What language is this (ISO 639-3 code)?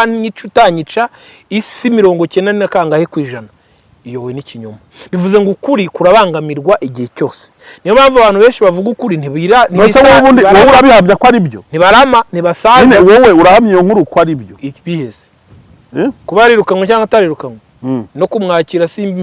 kin